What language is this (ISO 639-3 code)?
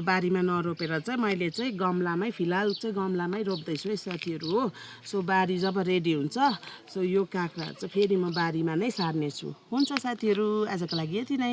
nep